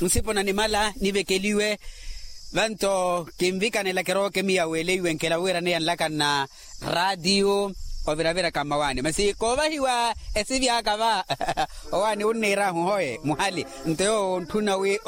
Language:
Makhuwa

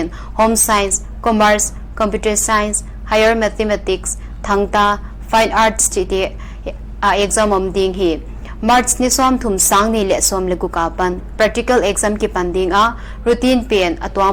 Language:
Paite Chin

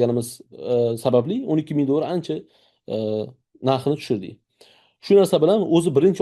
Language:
Uzbek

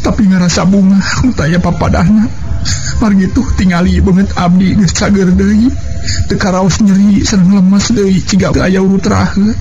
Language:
Sundanese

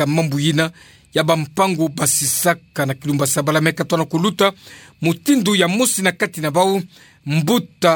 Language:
Kituba (Democratic Republic of Congo)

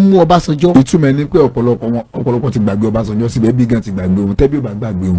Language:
Yoruba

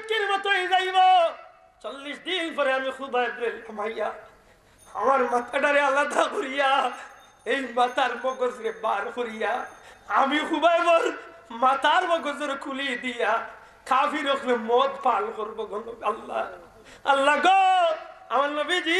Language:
Sylheti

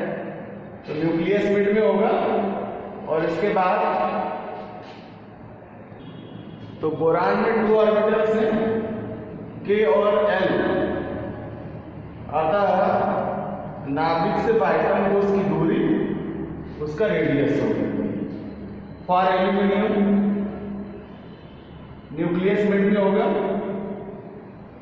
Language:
Hindi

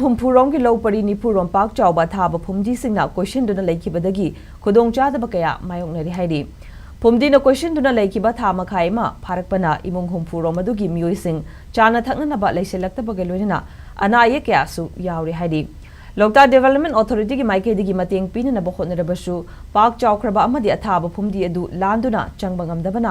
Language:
Manipuri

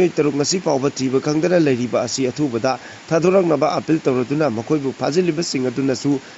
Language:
Manipuri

